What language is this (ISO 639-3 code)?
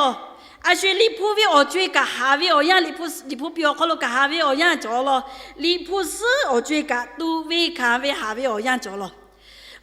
lhu